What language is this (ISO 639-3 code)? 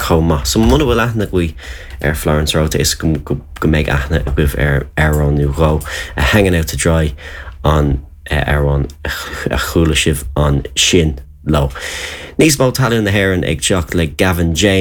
gle